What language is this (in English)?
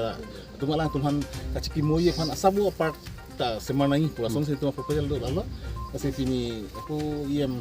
Karbi